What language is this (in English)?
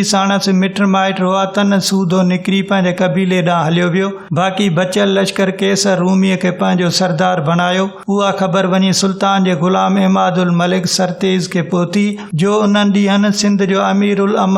Sindhi